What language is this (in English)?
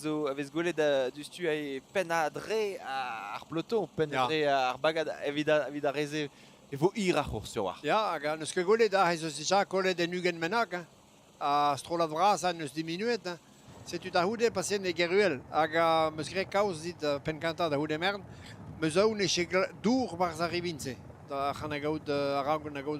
Breton